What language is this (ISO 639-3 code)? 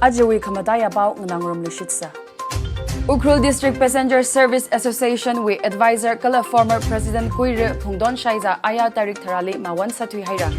nmf